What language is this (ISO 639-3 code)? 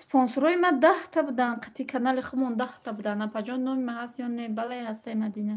tgk